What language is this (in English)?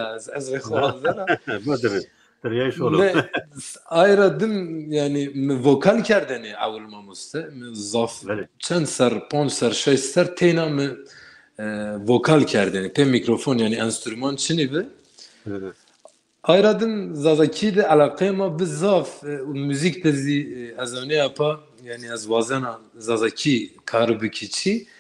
Zaza